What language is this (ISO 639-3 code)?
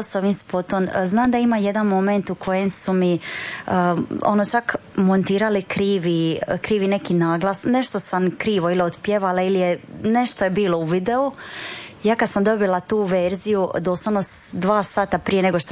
hrv